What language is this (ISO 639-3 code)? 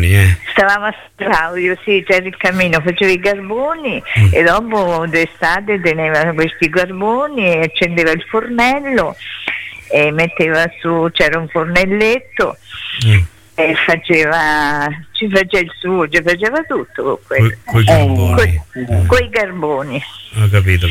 ita